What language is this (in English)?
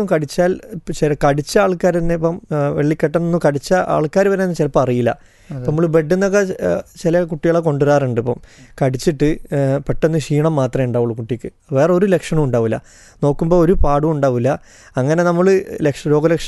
Malayalam